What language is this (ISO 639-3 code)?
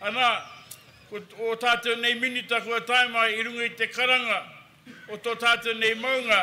mri